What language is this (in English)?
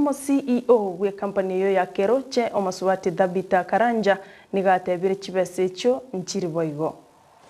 Gusii